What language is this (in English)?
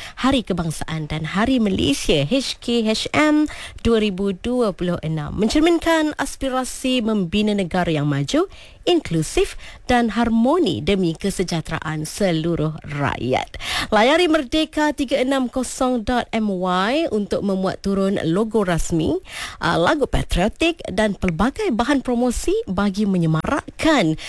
Malay